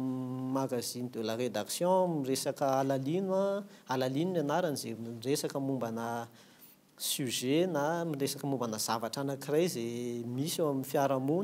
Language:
Malagasy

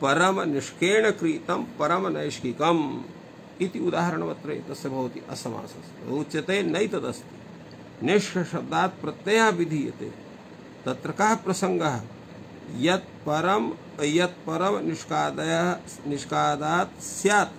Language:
Sanskrit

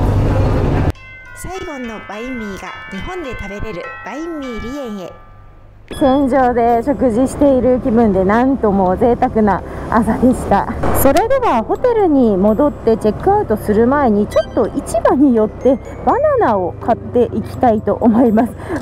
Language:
Japanese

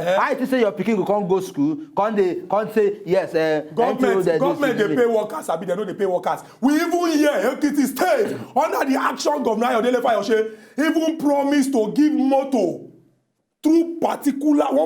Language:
Nigerian Pidgin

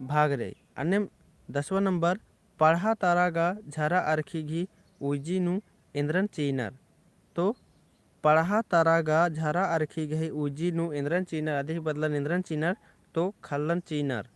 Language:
Kurukh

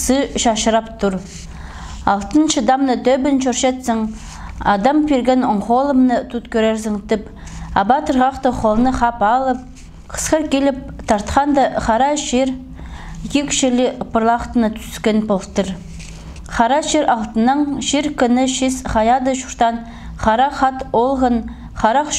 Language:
Khakas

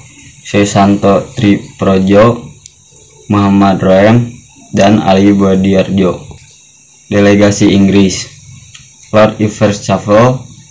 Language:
Indonesian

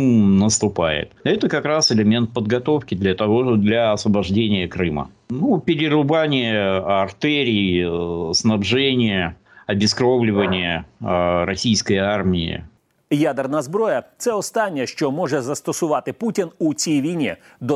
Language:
Ukrainian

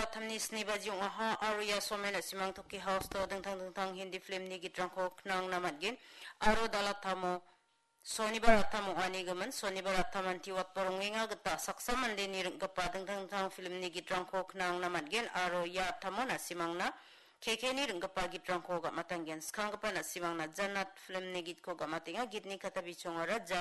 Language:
Garo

